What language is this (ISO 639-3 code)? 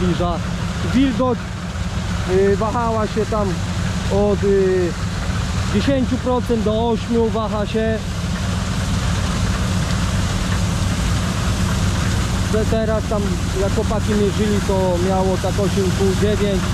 pol